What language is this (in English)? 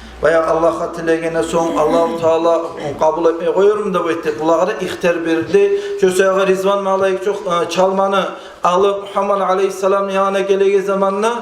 Kumyk